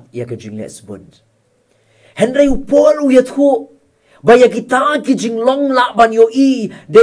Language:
Khasi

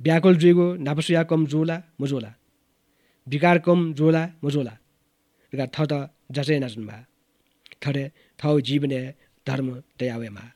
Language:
Newari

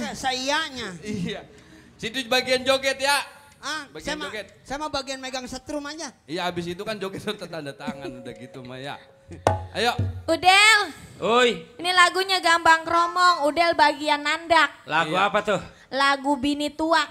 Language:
Betawi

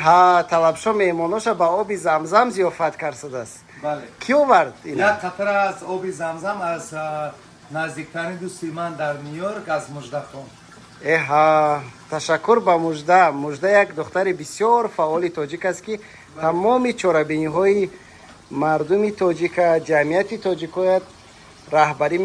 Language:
Tajik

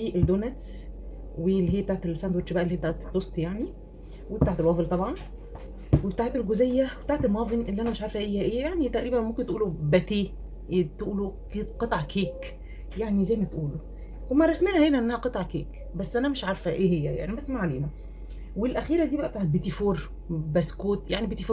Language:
Egyptian Arabic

